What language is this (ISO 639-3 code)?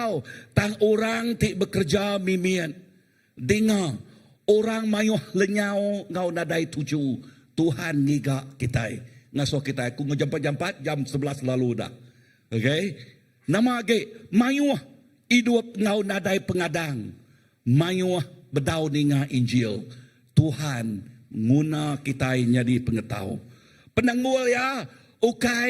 iba